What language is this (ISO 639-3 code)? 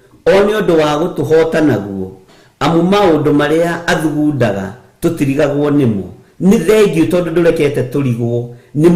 kik